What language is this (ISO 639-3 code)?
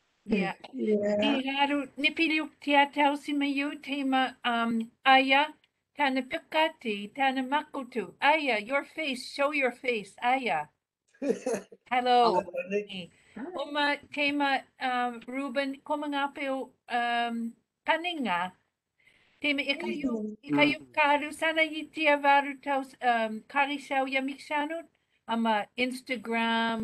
mri